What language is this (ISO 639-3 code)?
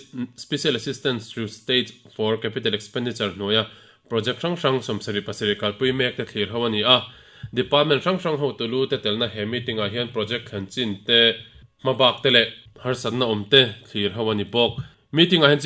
lus